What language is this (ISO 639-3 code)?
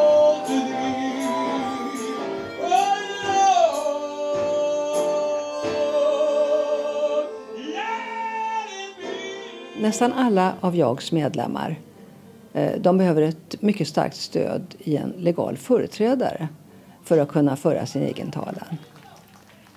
swe